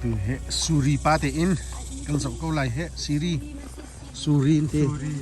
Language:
Hakha Chin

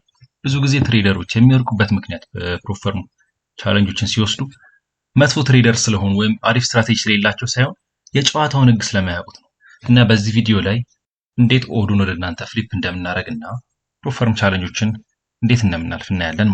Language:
Amharic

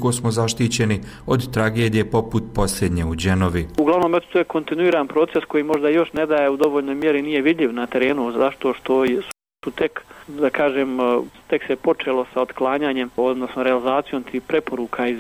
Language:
Bosnian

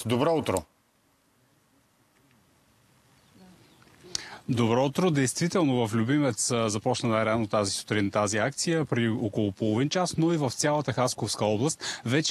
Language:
Bulgarian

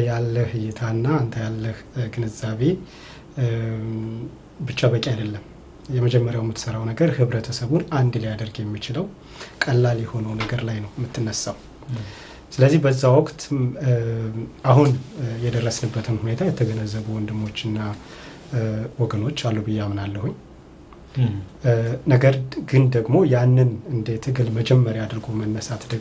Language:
Amharic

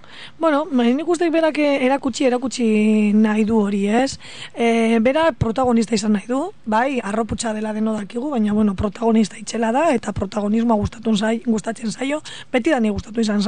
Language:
Basque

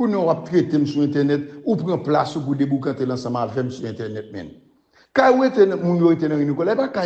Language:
Haitian Creole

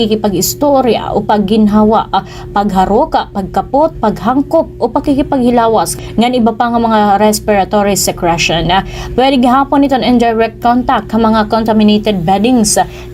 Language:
Waray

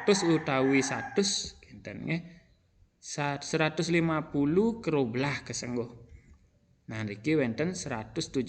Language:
Balinese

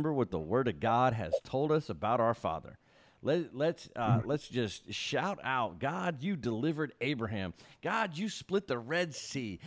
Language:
English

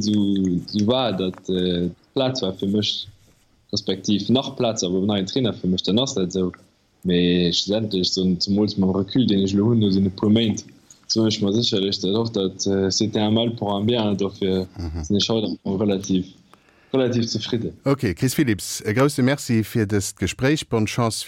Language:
Luxembourgish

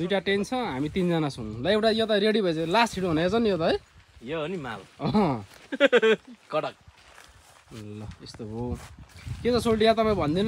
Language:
Nepali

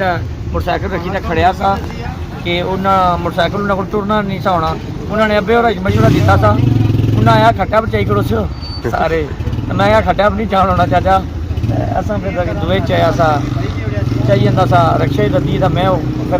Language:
Pahari-Potwari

